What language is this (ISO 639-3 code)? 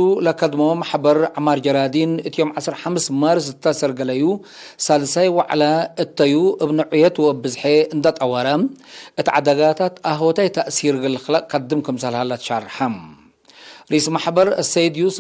tig